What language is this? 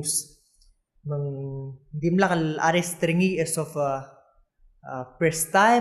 Palauan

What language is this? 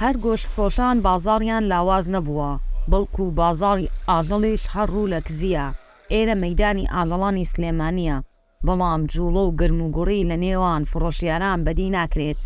Central Kurdish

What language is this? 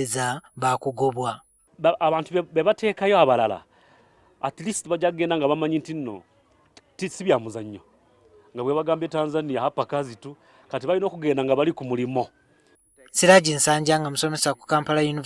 Ganda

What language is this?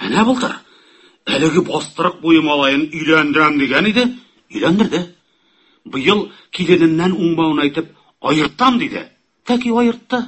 Tatar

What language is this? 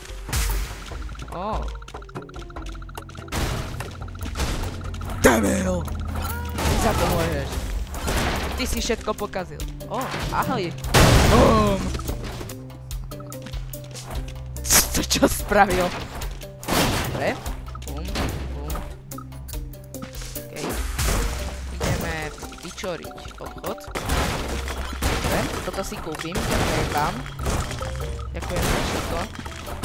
Slovak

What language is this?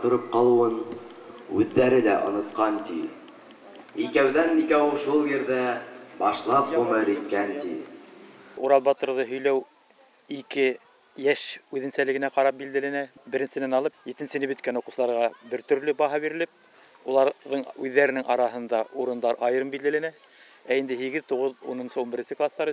Bashkir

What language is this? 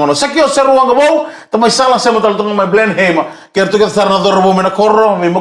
Fijian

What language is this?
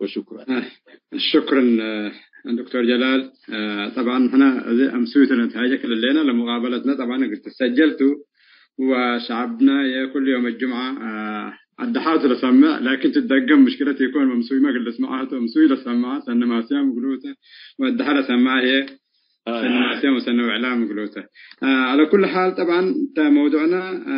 Tigre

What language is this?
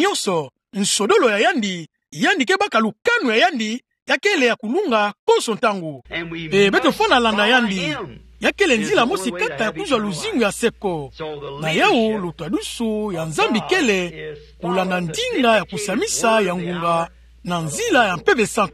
Kituba (Democratic Republic of Congo)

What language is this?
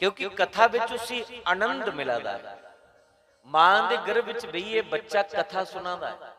Dogri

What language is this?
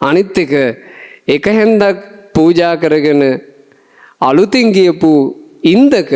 Sinhala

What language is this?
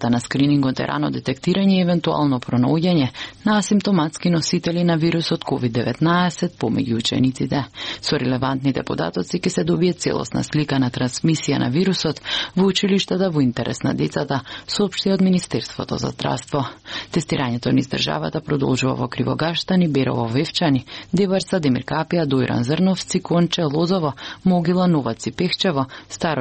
Macedonian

